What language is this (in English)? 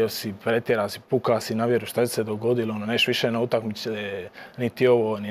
Croatian